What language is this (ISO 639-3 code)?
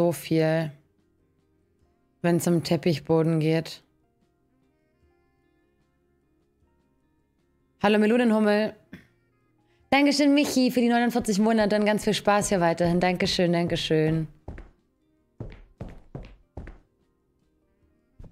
deu